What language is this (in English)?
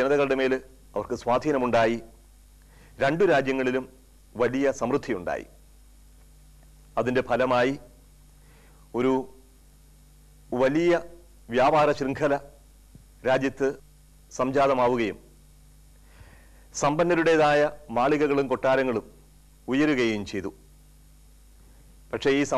Malayalam